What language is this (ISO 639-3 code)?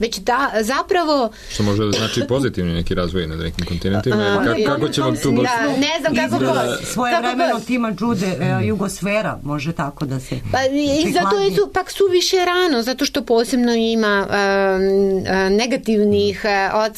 srp